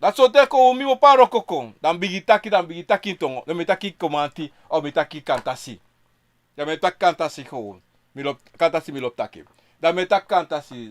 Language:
Sranan Tongo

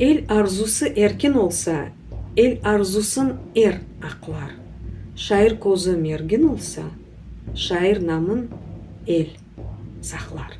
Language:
Crimean Tatar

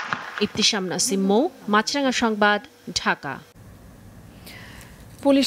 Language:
Bangla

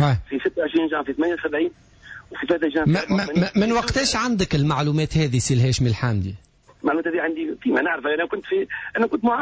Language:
Tunisian Arabic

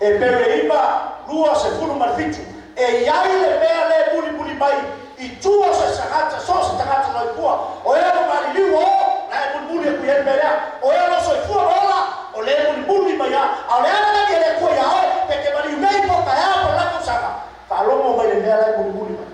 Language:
Samoan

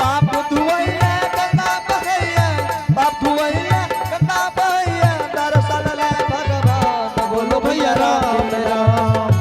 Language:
Angika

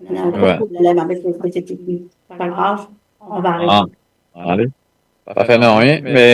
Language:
Morisyen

